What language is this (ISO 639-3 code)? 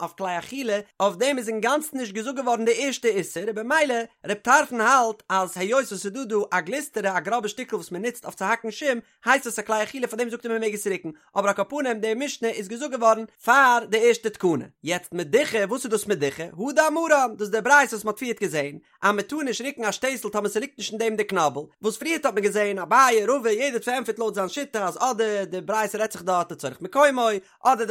yid